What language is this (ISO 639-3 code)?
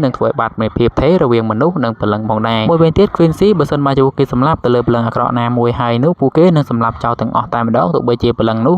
khm